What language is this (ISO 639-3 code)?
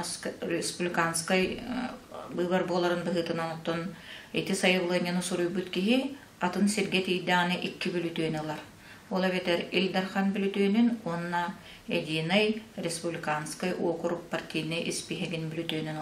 sah